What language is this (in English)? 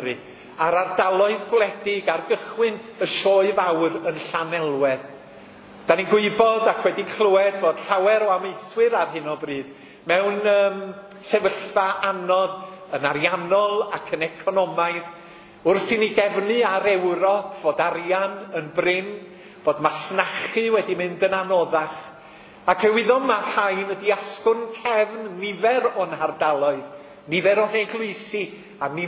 Welsh